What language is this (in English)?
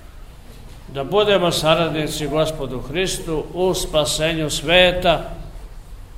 Serbian